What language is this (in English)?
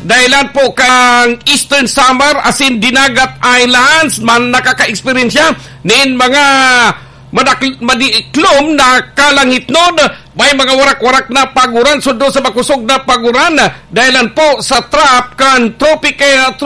Bikol